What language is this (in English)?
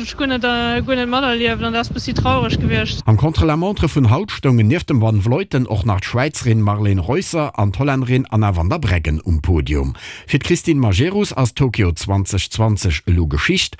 Luxembourgish